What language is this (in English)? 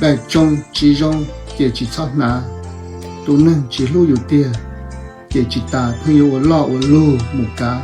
Hmong